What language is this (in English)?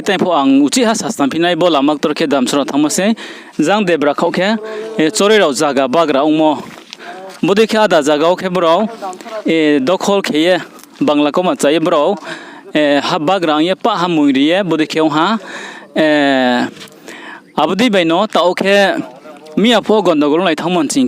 Riang (India)